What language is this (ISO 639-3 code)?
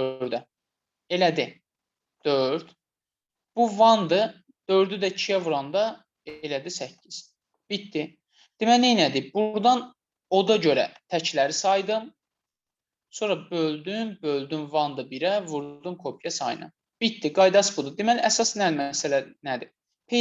aze